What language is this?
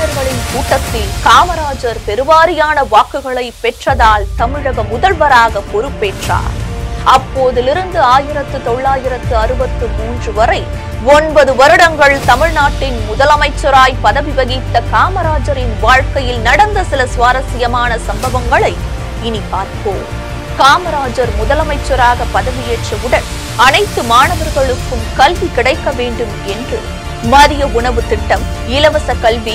Tamil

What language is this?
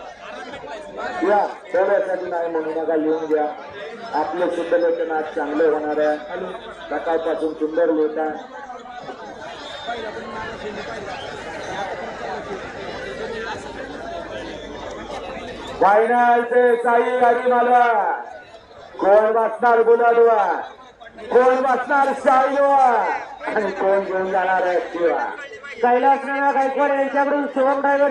Marathi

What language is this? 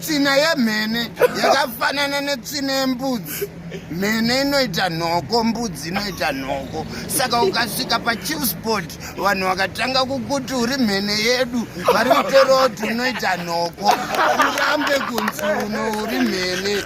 Shona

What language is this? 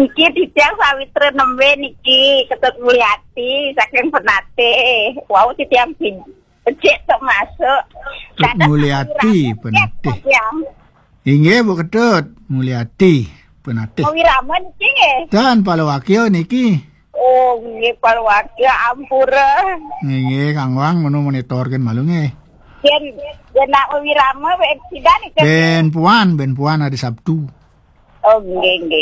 Balinese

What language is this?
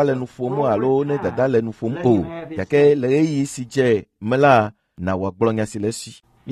Ewe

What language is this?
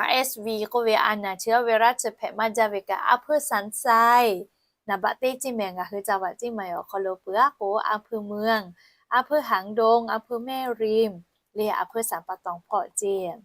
Lahu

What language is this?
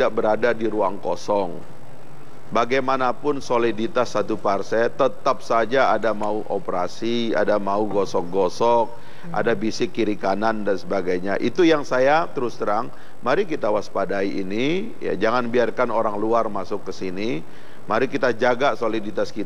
Indonesian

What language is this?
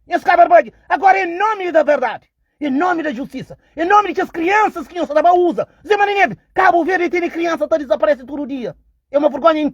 Kabuverdianu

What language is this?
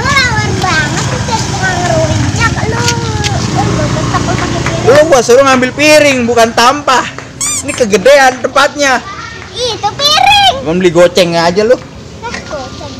Betawi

